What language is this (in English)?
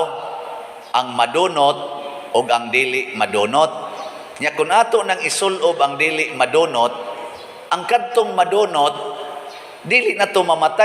Cebuano